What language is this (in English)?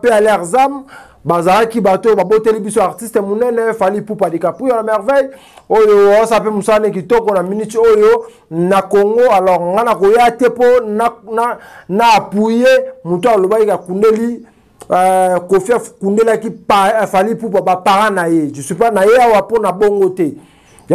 Lingala